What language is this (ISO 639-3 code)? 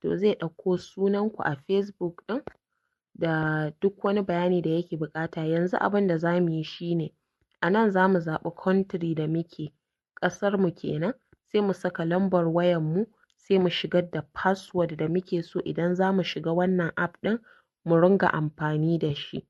hau